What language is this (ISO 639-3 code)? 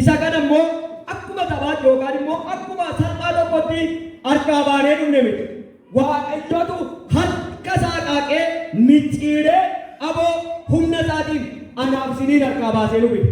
orm